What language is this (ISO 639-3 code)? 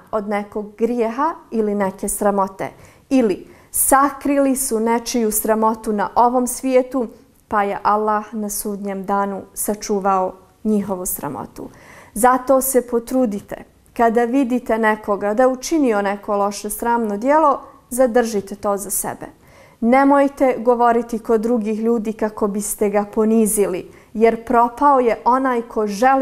bos